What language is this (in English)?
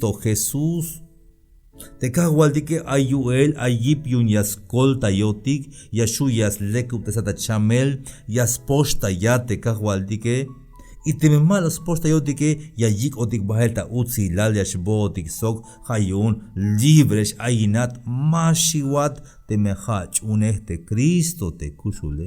Tzeltal